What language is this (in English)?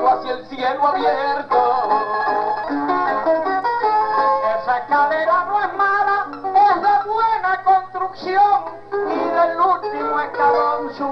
Spanish